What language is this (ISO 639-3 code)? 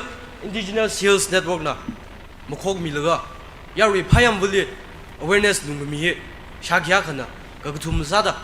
nmf